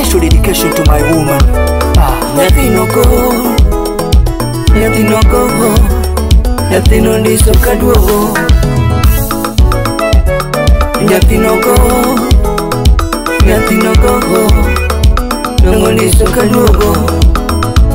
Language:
Luo (Kenya and Tanzania)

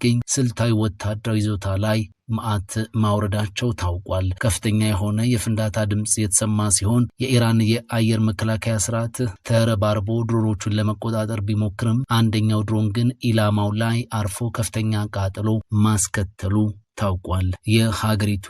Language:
Amharic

